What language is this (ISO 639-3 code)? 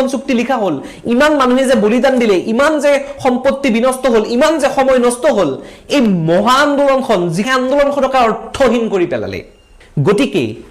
asm